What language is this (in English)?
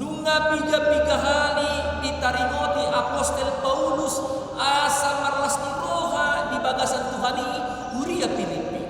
Batak Toba